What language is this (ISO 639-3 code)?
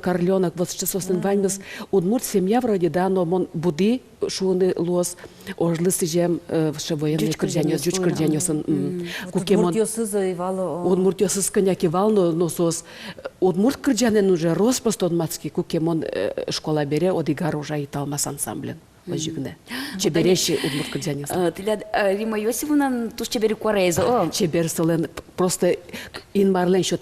udm